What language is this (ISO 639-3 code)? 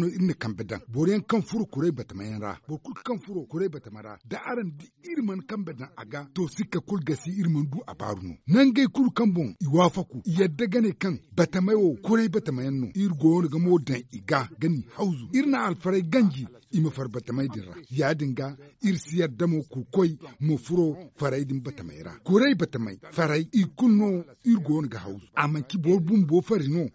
dje